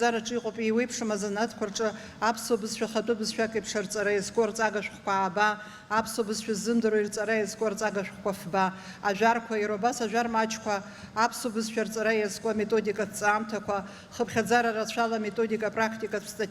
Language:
Abkhazian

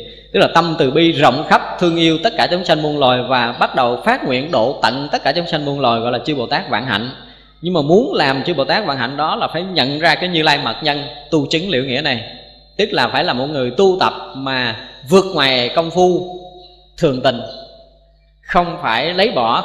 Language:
Vietnamese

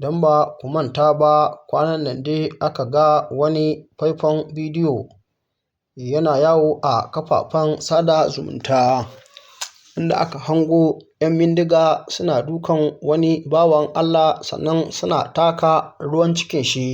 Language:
Hausa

